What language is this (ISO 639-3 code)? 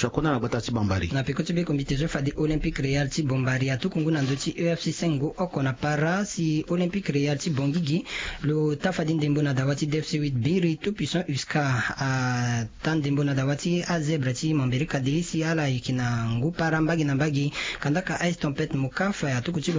sag